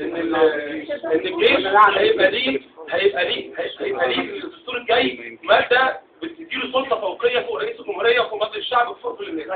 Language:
Egyptian Arabic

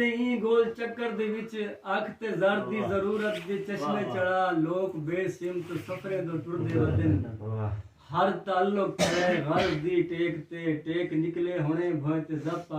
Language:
Saraiki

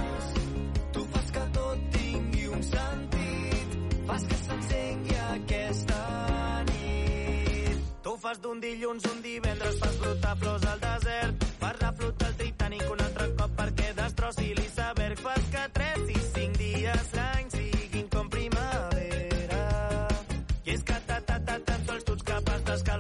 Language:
Catalan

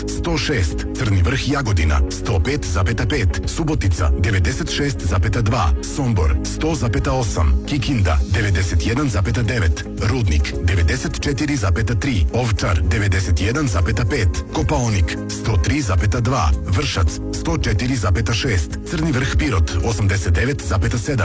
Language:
Serbian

